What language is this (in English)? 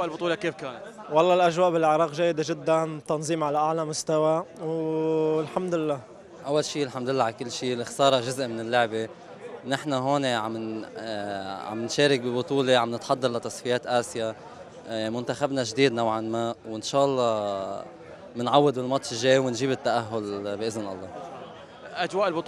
Mesopotamian Arabic